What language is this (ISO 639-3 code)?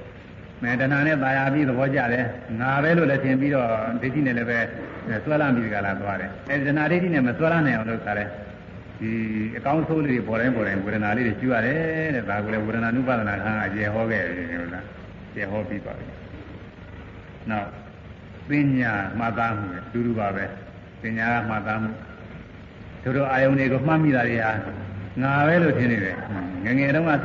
mya